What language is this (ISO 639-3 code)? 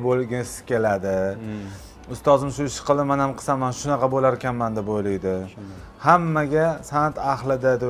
uzb